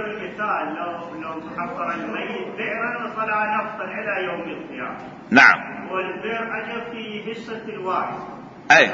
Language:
Mesopotamian Arabic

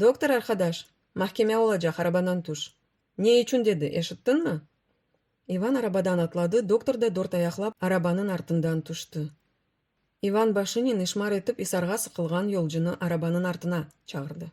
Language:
Crimean Tatar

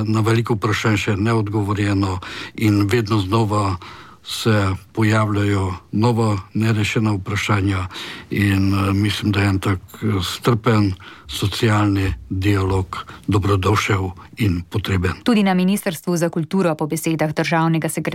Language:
Slovenian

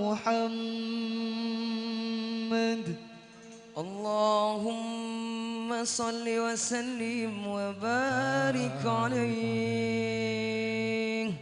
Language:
Madurese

